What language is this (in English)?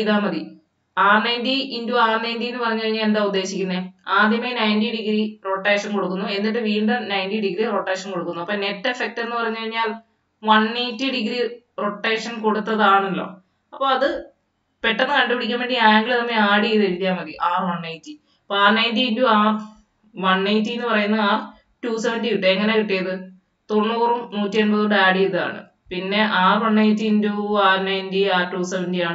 Malayalam